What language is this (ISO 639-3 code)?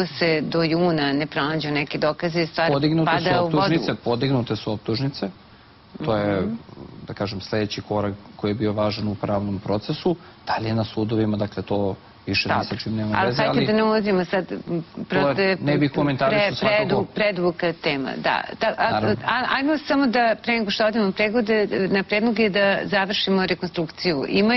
srp